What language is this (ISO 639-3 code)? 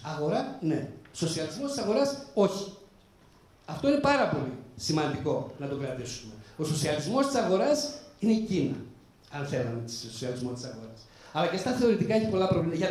ell